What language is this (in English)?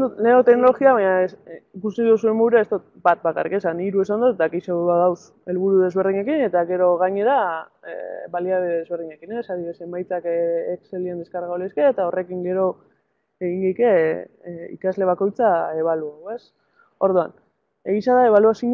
Basque